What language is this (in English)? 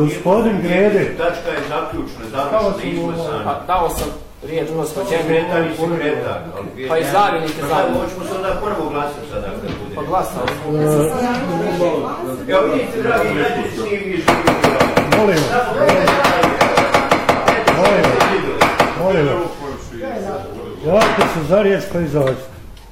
Bosnian